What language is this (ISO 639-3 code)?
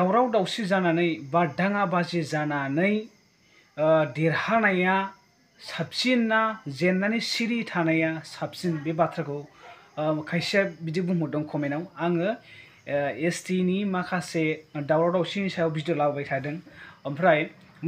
brx